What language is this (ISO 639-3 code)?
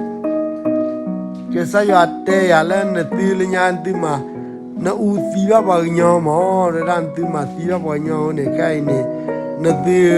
ksw